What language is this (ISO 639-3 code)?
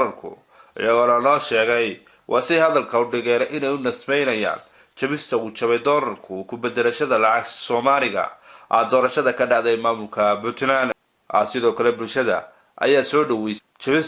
som